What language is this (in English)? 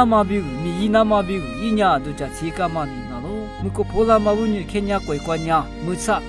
Lisu